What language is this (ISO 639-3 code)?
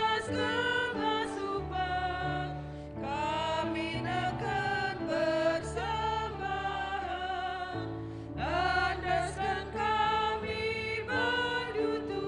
btx